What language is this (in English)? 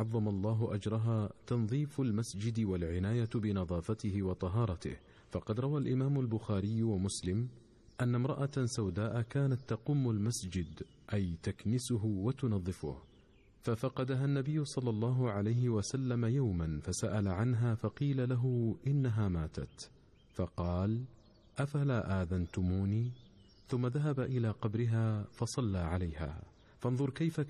Arabic